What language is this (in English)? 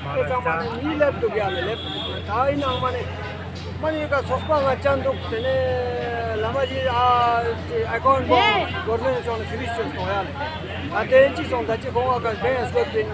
Ladakhi